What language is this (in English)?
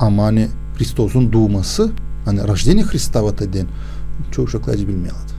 Gagauz